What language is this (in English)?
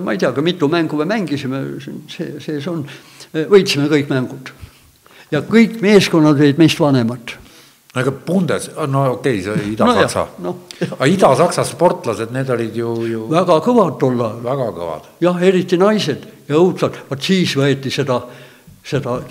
Estonian